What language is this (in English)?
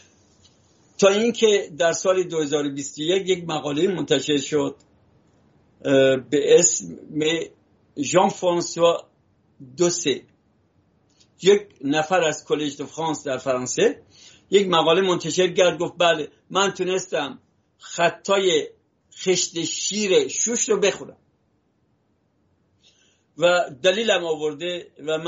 Persian